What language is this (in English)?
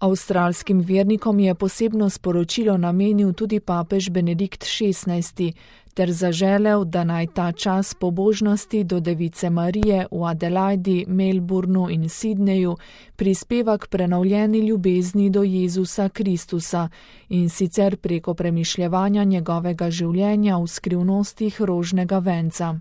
Slovenian